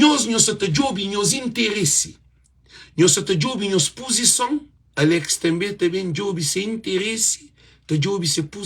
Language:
Kabuverdianu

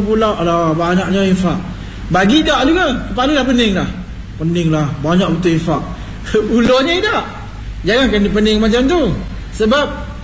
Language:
Malay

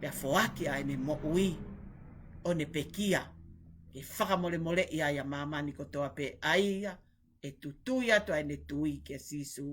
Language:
Tongan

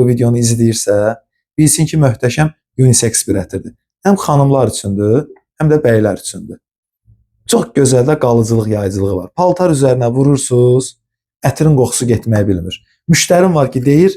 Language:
Azerbaijani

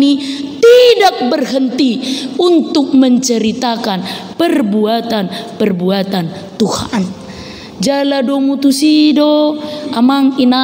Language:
Batak Toba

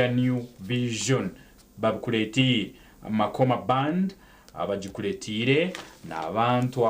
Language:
Nyankole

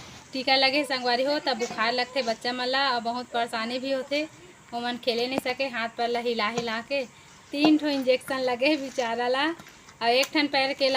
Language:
Chhattisgarhi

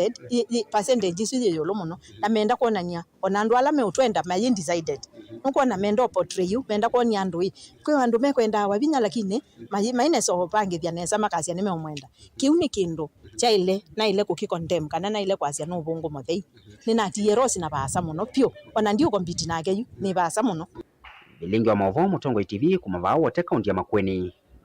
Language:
Kamba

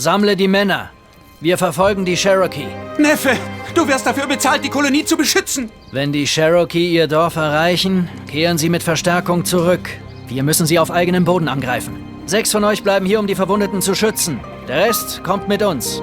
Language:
Bavarian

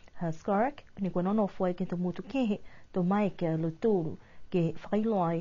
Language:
Niuean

